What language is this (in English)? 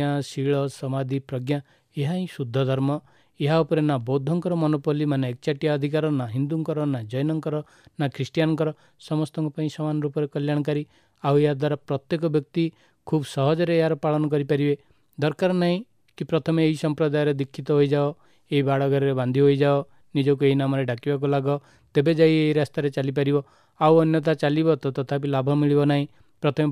Odia